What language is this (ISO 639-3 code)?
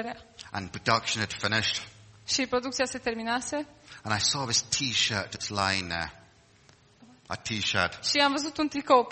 ron